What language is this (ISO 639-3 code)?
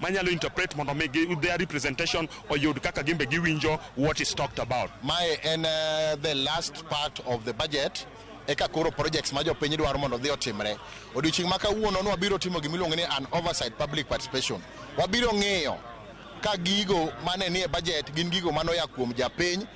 luo